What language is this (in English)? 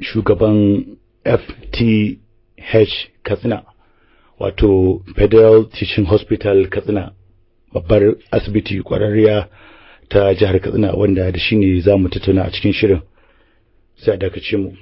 Hausa